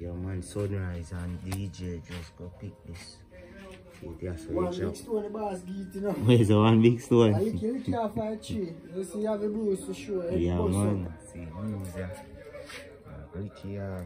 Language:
Jamaican Creole English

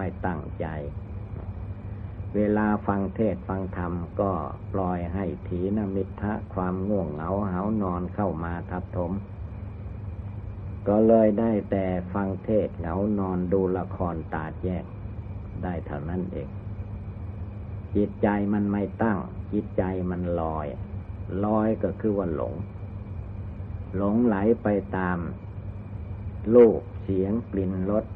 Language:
Thai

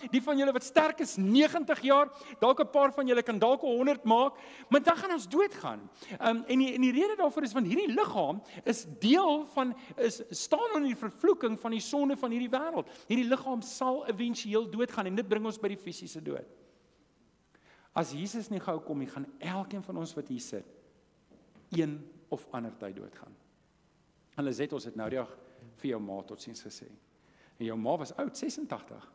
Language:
Afrikaans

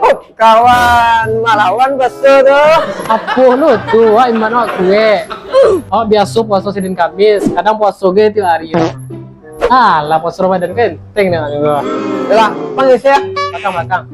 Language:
Minangkabau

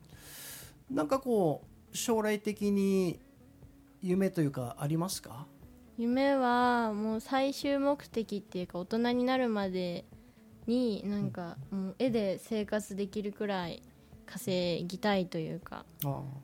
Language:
Japanese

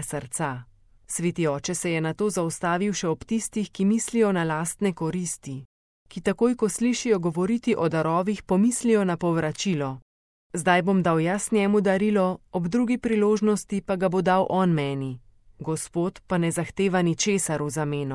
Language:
Slovenian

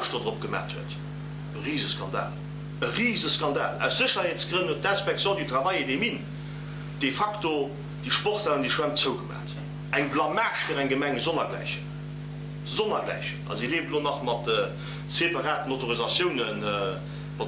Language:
Luxembourgish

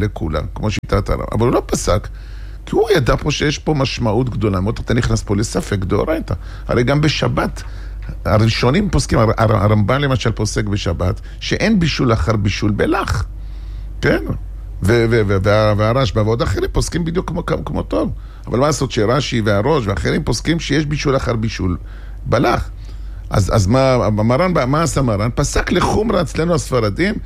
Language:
Hebrew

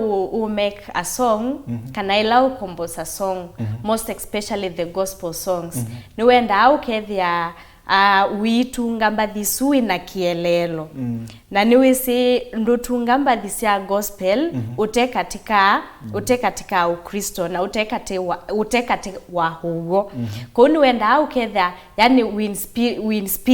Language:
Kamba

